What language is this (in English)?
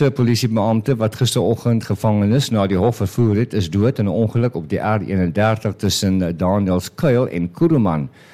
Afrikaans